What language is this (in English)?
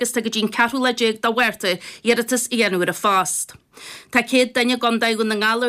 Irish